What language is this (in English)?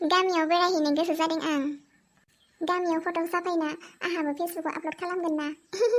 Bodo